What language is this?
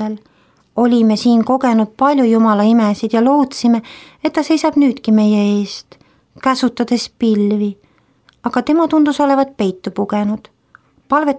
Estonian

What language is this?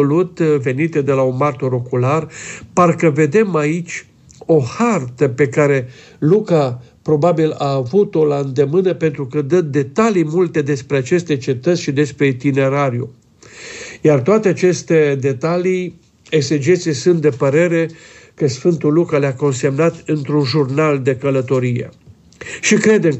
Romanian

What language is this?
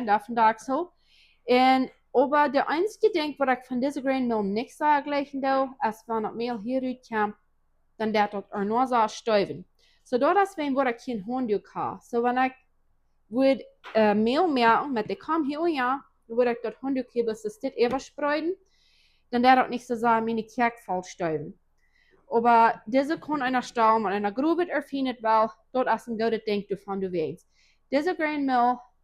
Plautdietsch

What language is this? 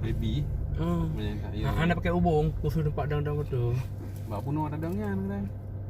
Achinese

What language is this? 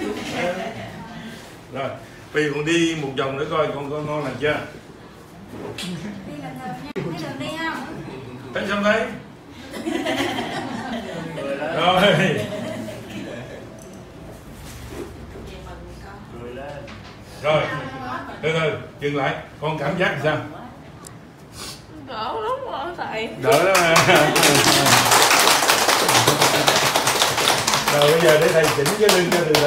Vietnamese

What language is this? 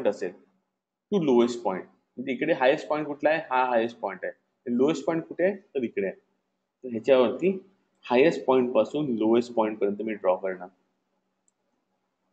Marathi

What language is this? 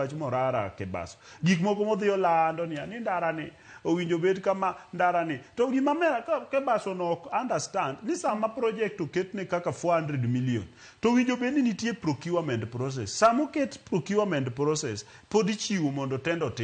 Luo (Kenya and Tanzania)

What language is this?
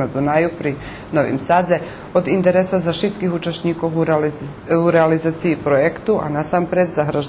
Rusyn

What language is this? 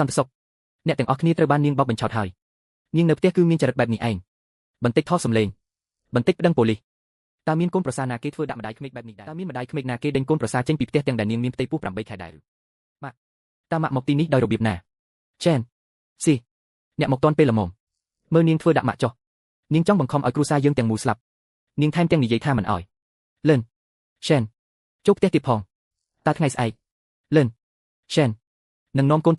Khmer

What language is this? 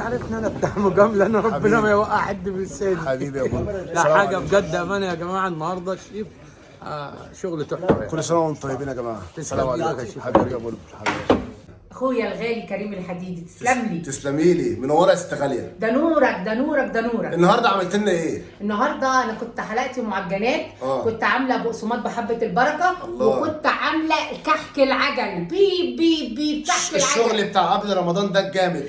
Egyptian Arabic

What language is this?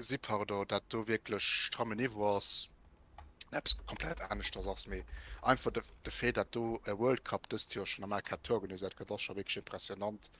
Luxembourgish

